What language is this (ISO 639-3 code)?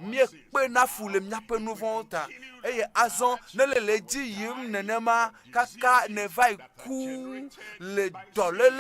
ewe